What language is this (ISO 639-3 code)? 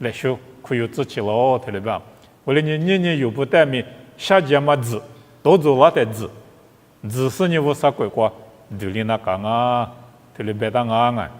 lis